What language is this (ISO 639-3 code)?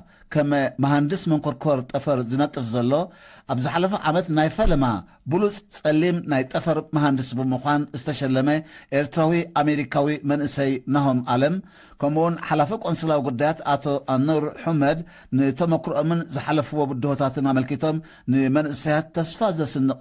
tir